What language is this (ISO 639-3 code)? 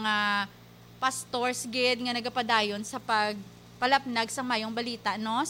hil